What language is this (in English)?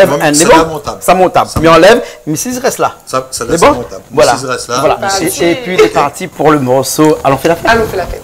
Réunion Creole French